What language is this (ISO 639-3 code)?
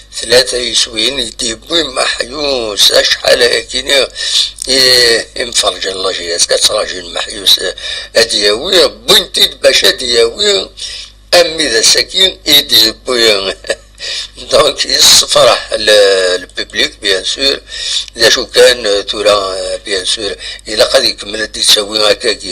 kab